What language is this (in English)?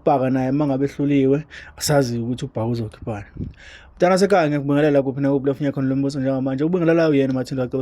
Zulu